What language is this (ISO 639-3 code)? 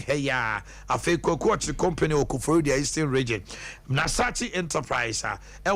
aka